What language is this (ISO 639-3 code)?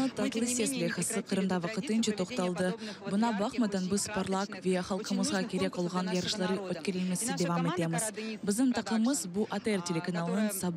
crh